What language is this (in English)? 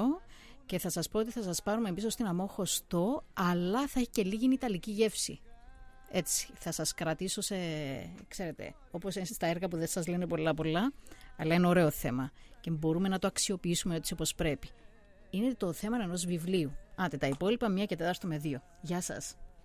Greek